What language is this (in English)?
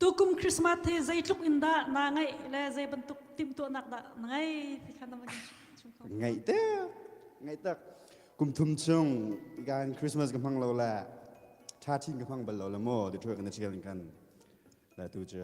Hakha Chin